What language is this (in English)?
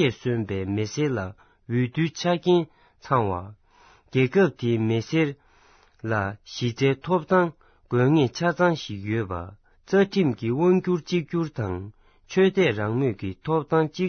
Tibetan